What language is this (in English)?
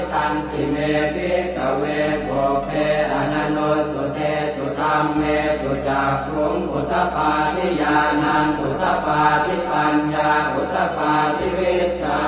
Pali